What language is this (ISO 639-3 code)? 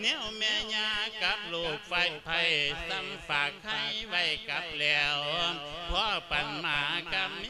lao